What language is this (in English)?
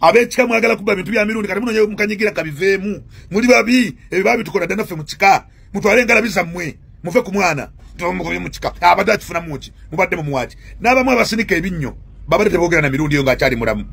Ganda